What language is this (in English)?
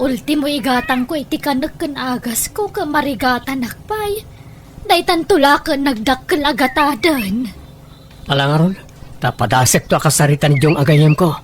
Iloko